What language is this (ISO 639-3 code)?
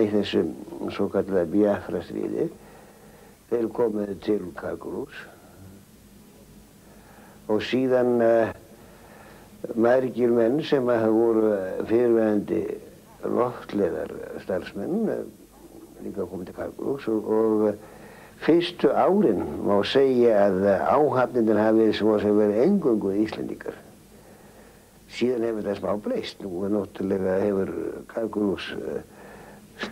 isl